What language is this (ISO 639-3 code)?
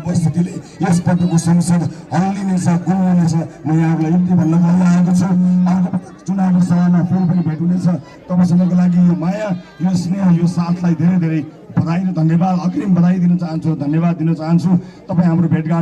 nep